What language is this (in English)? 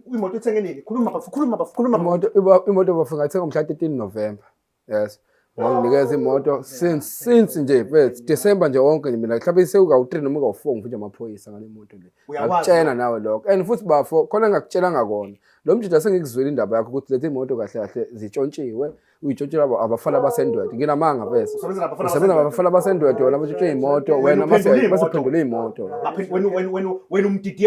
Zulu